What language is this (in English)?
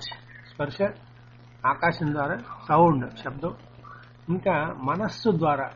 Telugu